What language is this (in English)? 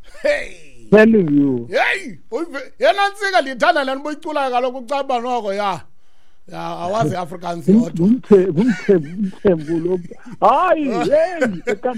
Xhosa